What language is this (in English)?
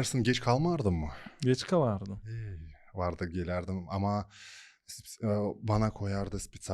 Gagauz